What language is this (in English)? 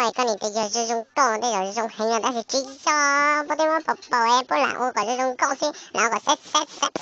Hmong